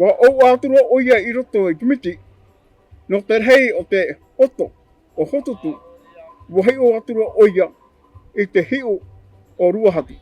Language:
Tahitian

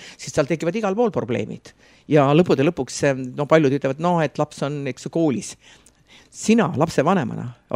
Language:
Estonian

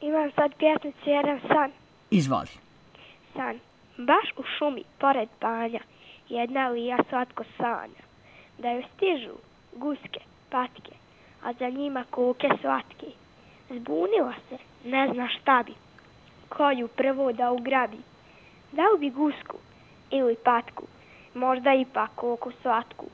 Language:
Serbian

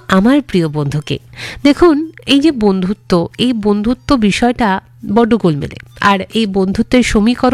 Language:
Bangla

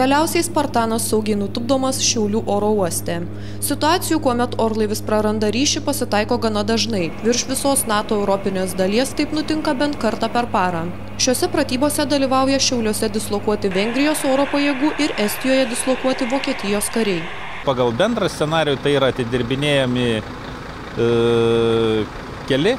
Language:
Lithuanian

